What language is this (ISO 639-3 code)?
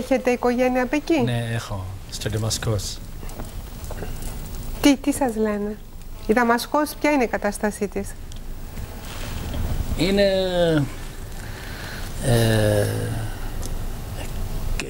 ell